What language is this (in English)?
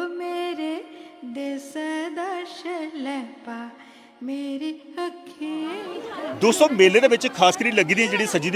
Dogri